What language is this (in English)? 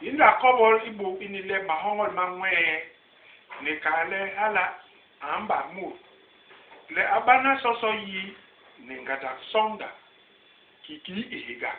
Basaa